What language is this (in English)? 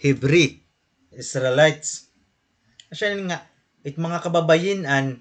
Waray